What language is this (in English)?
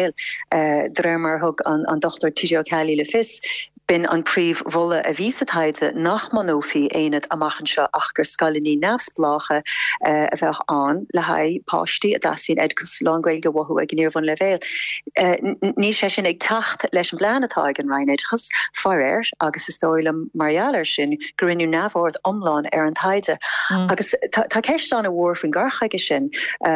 Irish